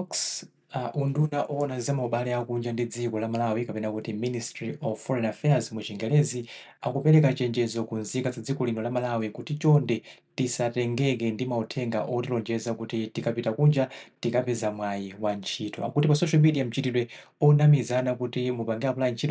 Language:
Nyanja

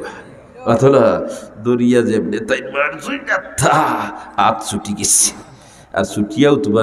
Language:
Sylheti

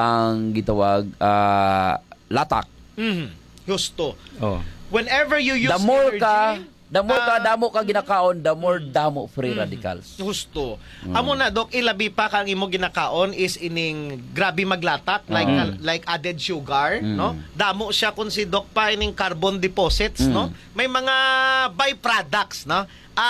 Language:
Hiligaynon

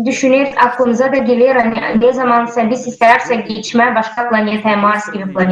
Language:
Gagauz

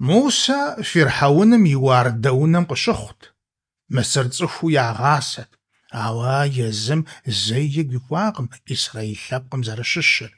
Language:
Kabardian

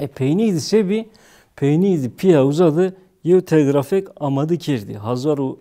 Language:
Zaza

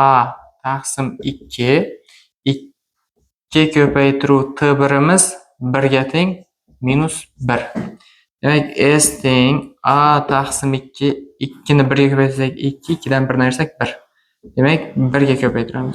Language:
Uzbek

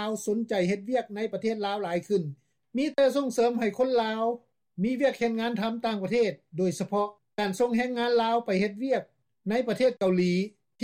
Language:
Lao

